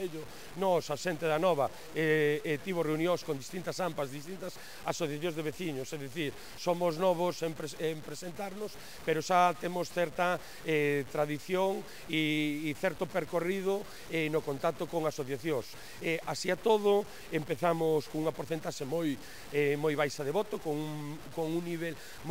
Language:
Galician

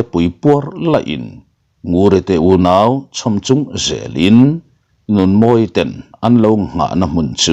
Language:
Mizo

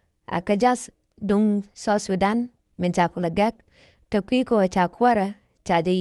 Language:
Nuer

